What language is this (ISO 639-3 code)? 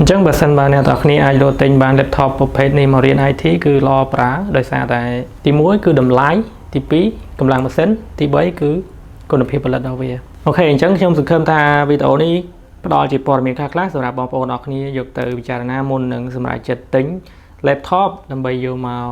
khm